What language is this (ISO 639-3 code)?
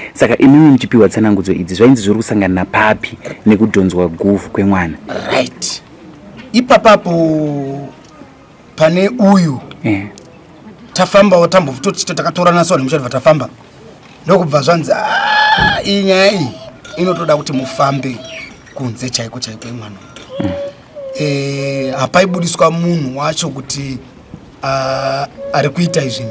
sna